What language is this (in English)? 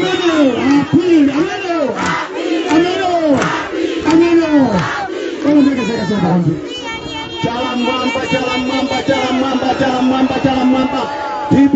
Nyanja